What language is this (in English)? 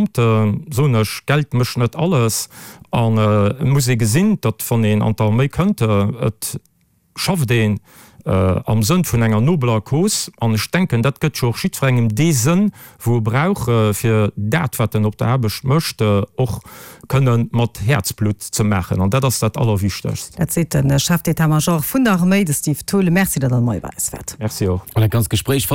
Luxembourgish